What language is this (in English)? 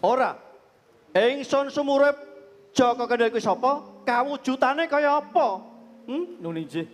Javanese